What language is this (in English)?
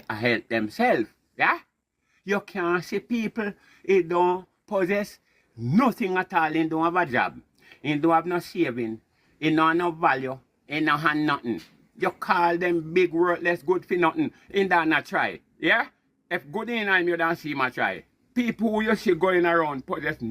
Jamaican Creole English